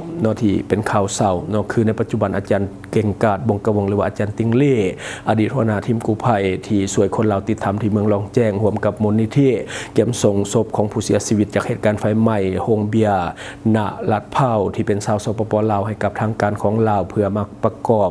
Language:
Lao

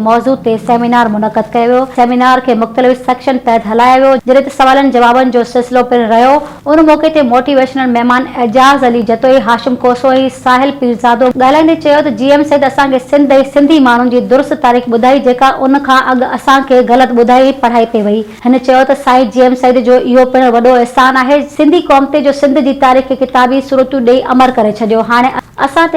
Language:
Sindhi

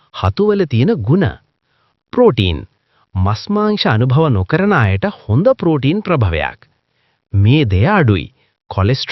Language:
Sinhala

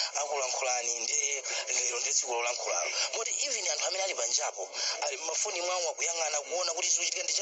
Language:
Nyanja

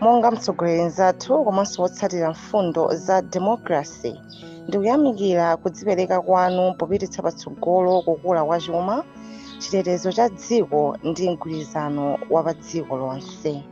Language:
Nyanja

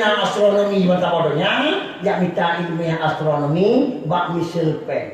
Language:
Achinese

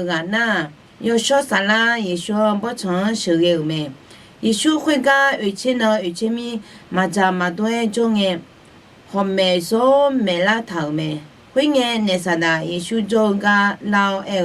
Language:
Akha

